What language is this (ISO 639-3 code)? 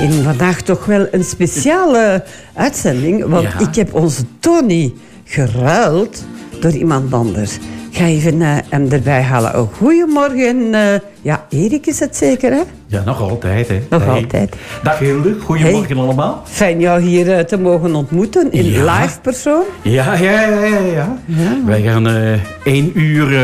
nld